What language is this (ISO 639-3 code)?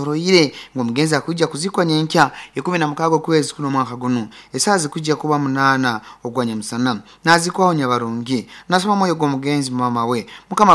nyn